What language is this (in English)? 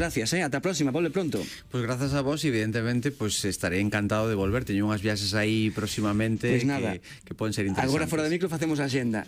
Galician